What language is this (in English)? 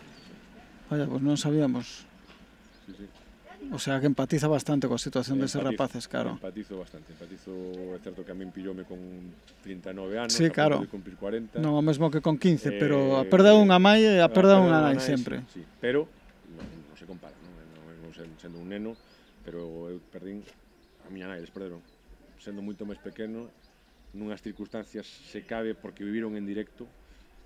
Galician